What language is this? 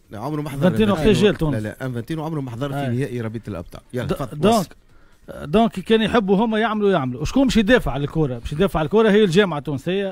Tunisian Arabic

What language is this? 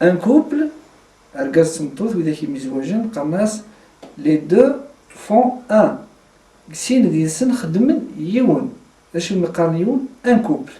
Kabyle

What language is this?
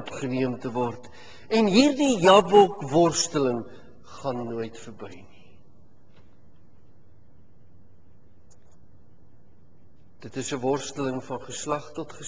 Afrikaans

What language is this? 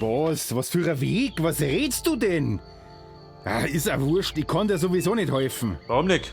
Bavarian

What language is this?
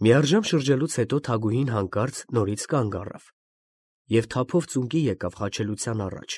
Armenian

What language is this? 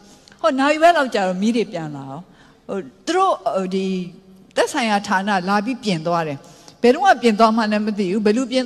Burmese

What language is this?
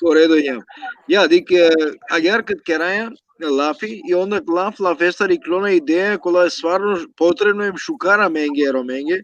Balkan Romani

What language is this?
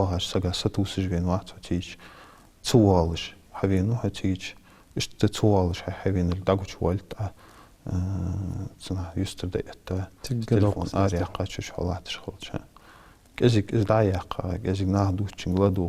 Ingush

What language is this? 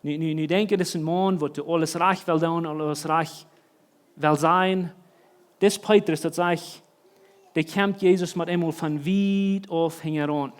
Plautdietsch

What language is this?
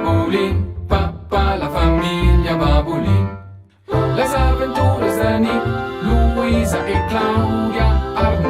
Romansh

